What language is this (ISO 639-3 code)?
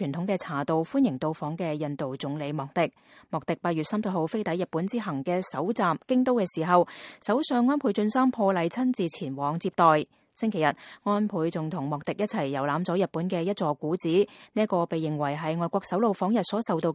yue